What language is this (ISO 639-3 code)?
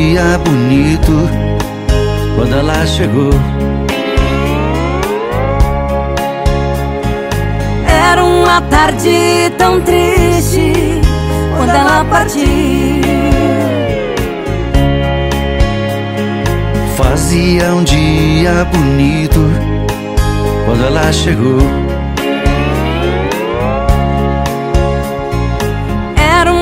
por